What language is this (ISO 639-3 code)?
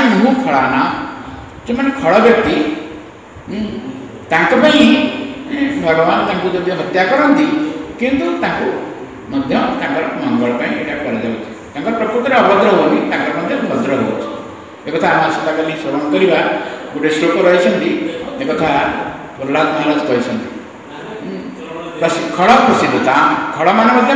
ori